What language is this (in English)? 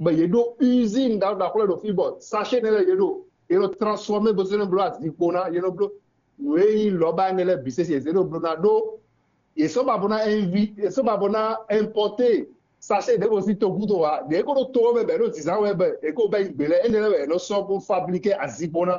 Fon